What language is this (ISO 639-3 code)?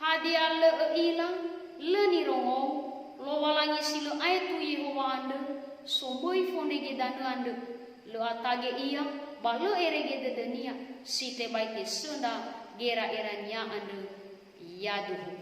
nia